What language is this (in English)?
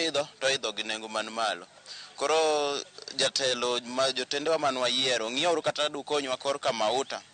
Luo (Kenya and Tanzania)